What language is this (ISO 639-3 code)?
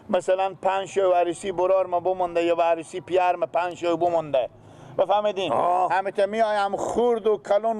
fas